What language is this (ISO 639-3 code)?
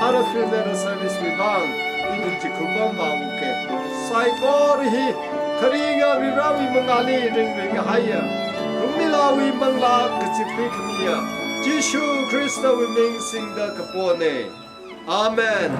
nmf